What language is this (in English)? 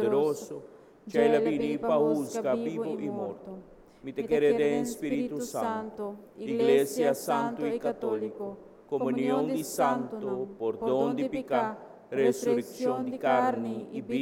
Papiamento